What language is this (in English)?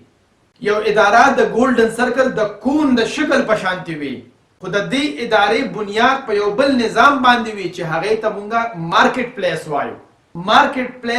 Pashto